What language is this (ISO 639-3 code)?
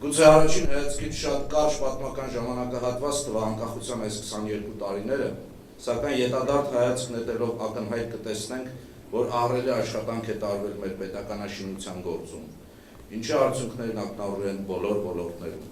hyw